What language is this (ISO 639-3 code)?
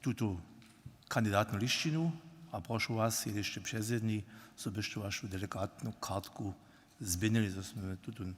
hsb